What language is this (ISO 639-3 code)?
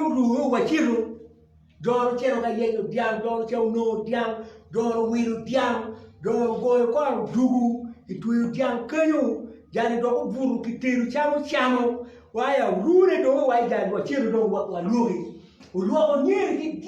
ach